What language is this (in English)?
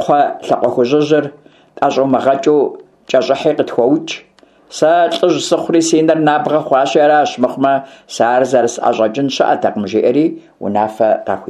Kabardian